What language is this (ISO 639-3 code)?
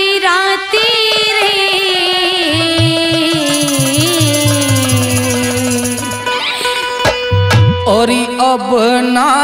bgc